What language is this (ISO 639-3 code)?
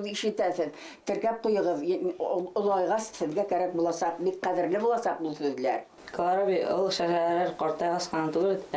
bak